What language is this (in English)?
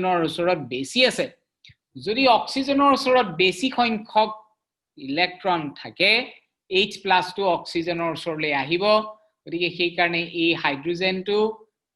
Assamese